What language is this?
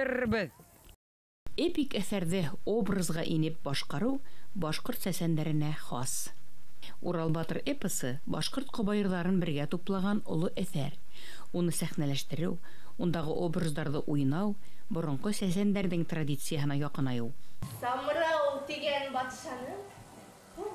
Bashkir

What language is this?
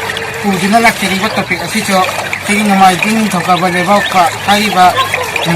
Manipuri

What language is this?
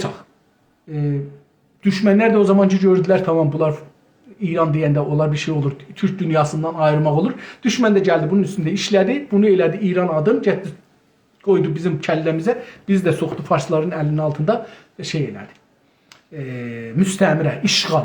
South Azerbaijani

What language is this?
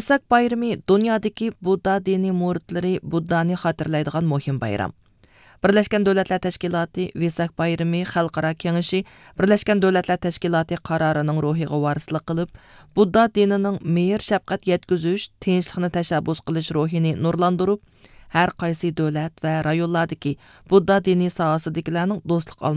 Uyghur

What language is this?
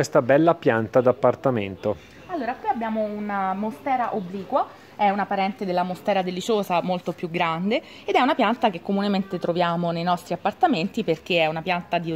Italian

